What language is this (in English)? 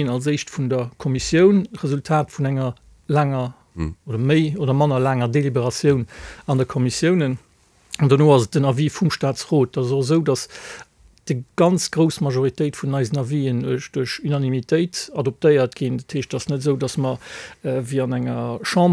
Luxembourgish